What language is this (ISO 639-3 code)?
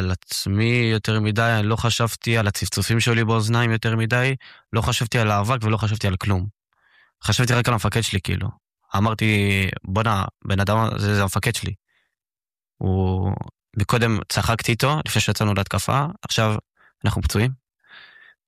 heb